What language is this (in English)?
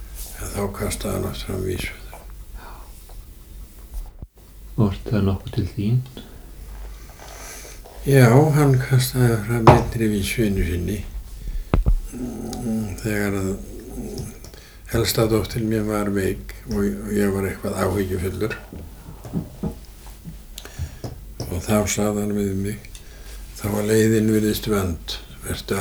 Icelandic